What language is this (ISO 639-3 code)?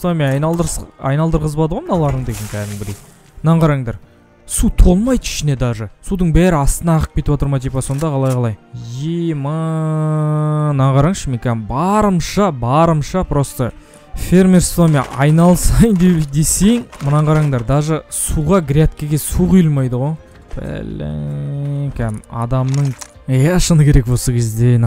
kaz